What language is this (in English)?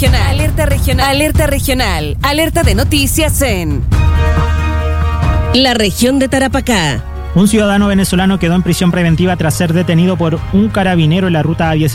Spanish